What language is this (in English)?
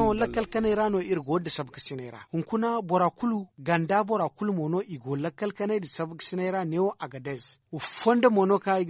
Zarma